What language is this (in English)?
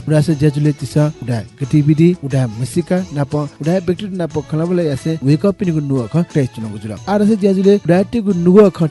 Newari